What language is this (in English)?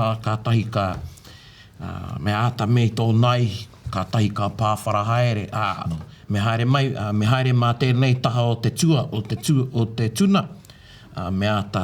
Māori